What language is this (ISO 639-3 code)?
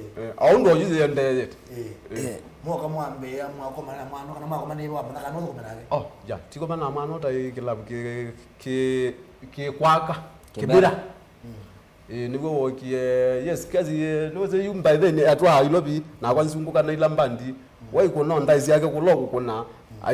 kam